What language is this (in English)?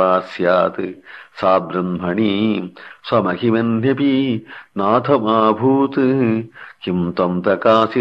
Sanskrit